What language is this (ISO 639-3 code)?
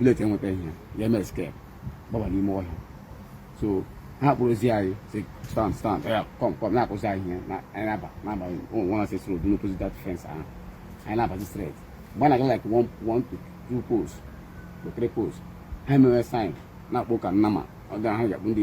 ibo